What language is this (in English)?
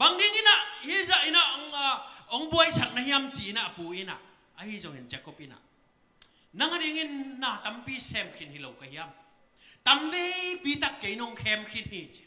Tedim Chin